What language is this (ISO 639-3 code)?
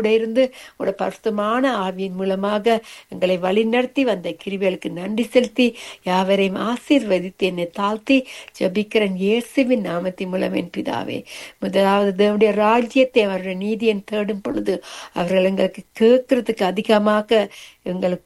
tam